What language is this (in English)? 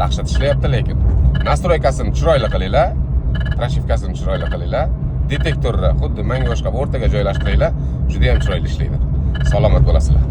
Uzbek